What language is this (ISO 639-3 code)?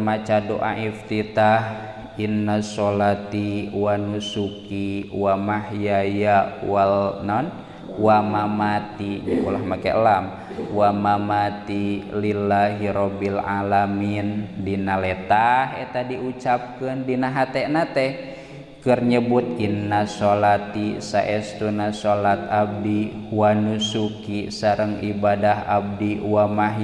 sun